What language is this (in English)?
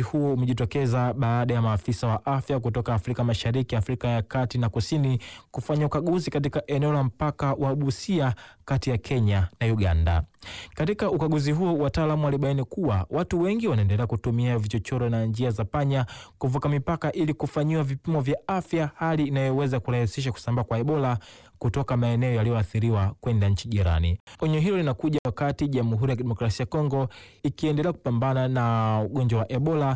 Swahili